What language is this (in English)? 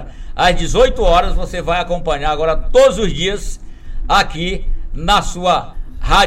Portuguese